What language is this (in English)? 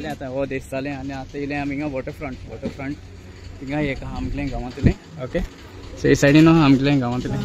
Konkani